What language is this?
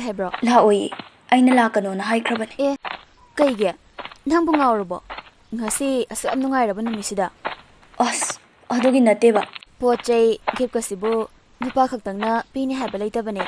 Manipuri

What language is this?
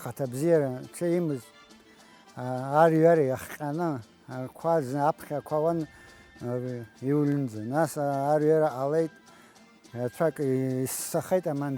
Abkhazian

